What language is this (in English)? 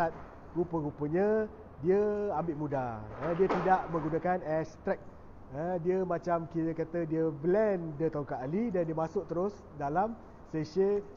Malay